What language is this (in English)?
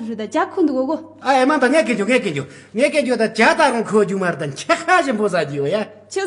Tibetan